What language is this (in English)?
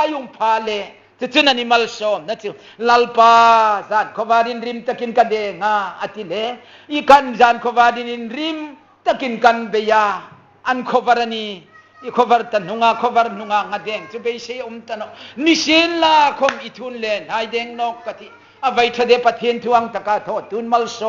Hmar